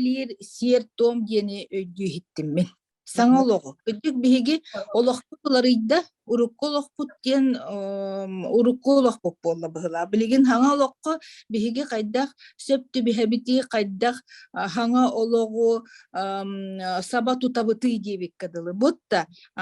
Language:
Yakut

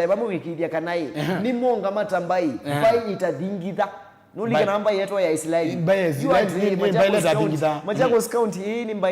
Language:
Kamba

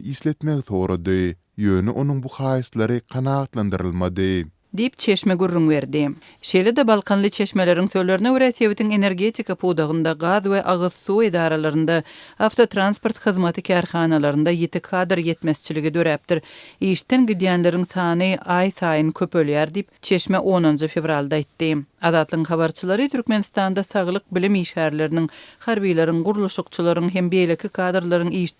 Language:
Turkmen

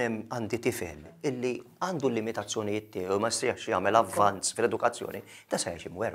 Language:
Maltese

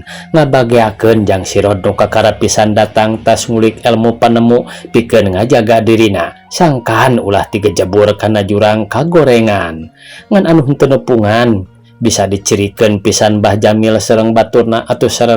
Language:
Sundanese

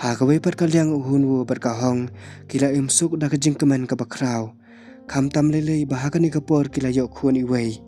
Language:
Khasi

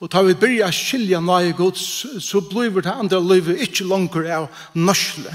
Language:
Faroese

